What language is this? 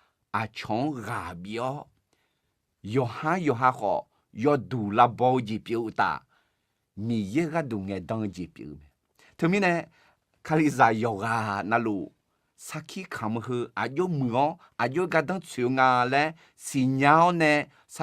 Akha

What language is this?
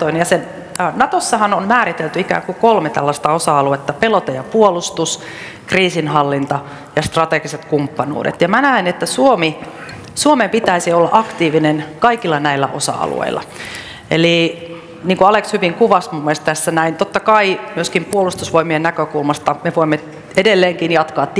Finnish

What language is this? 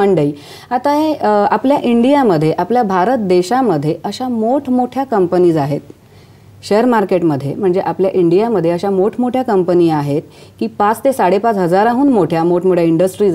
Marathi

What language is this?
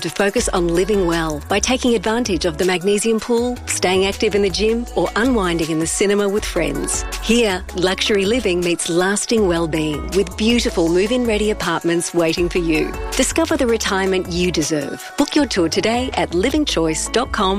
English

